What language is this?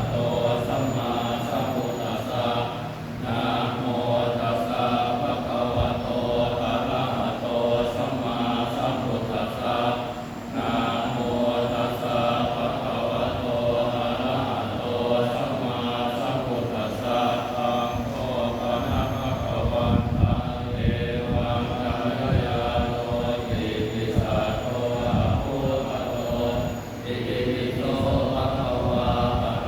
Pali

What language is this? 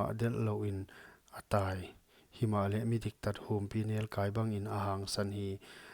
Paite Chin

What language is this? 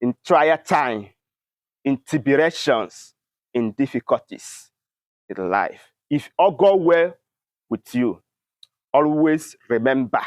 Igbo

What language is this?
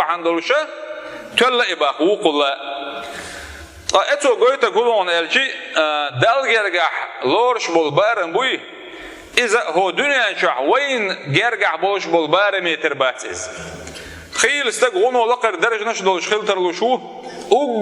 Chechen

